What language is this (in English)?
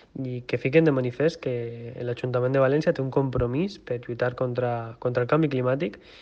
Catalan